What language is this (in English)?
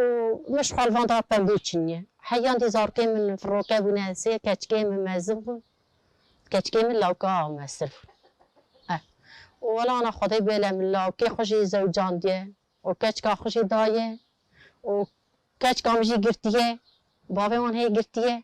Kurdish